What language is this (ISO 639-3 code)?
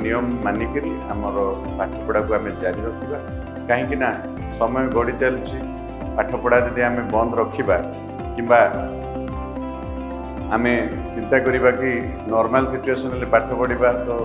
ori